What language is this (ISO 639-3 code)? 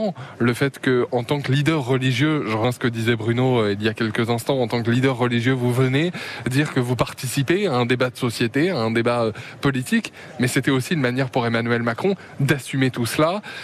fra